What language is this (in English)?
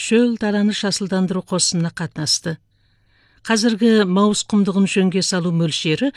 Kazakh